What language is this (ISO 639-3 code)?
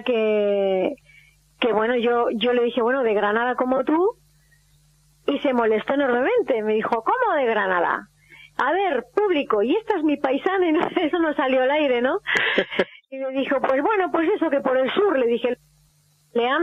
spa